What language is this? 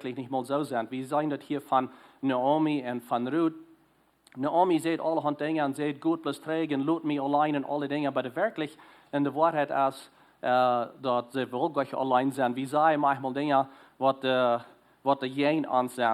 Plautdietsch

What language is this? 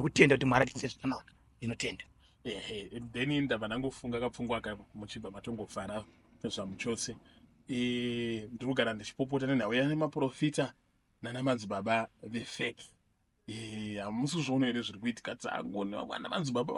Shona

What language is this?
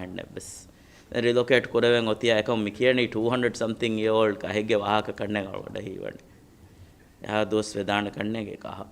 Divehi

